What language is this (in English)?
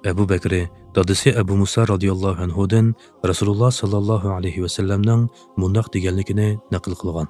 Uyghur